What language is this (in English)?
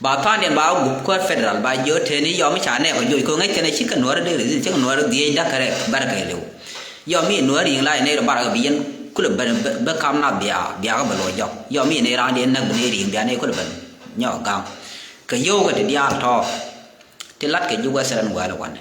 Nuer